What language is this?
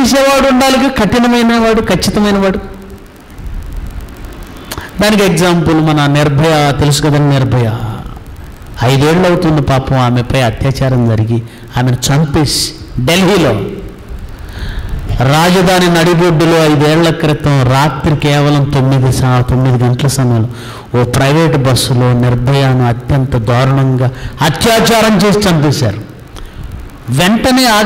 Telugu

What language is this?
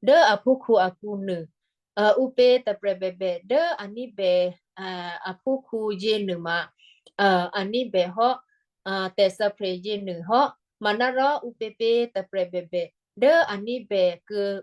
Western Kayah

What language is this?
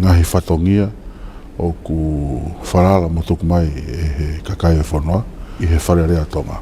Tongan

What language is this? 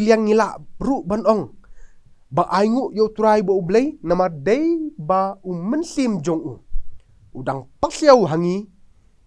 Khasi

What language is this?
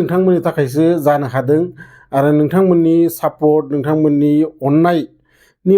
Bodo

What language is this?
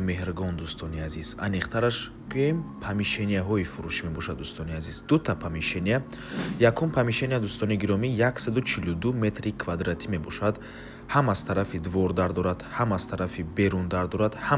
Tajik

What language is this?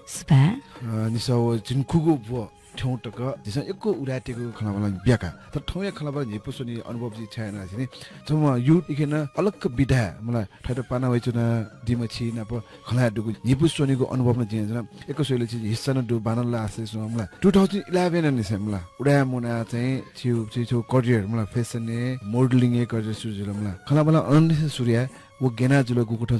Newari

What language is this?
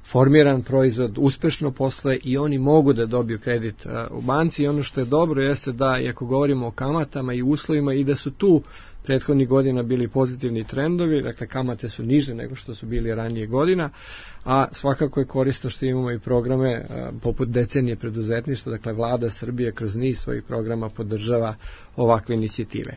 Serbian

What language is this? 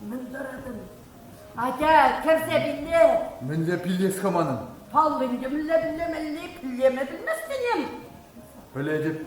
Chuvash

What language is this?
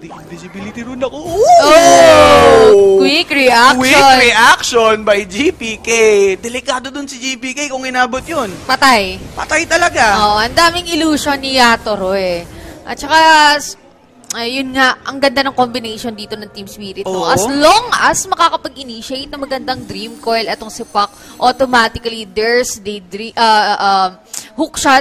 Filipino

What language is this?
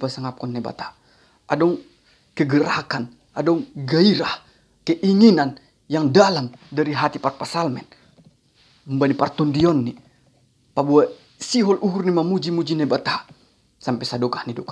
Batak Simalungun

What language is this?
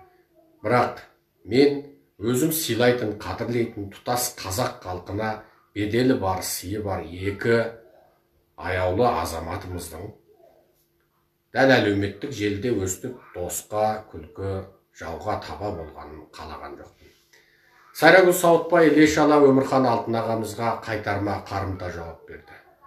Kazakh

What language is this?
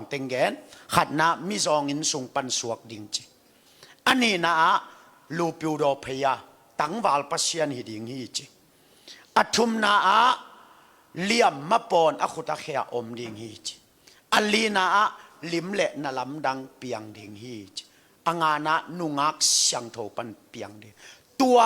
Tedim Chin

